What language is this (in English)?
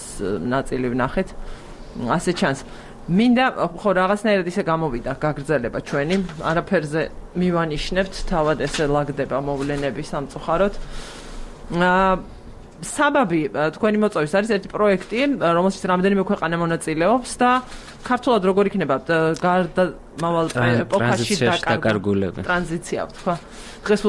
Georgian